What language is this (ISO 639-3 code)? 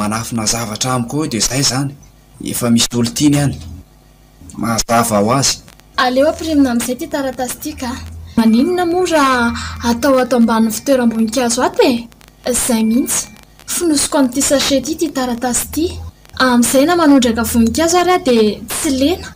mlg